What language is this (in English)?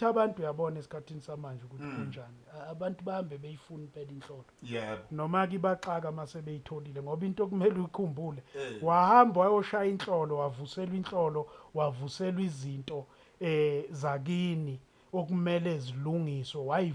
Zulu